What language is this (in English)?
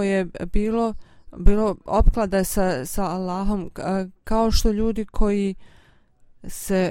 Bosnian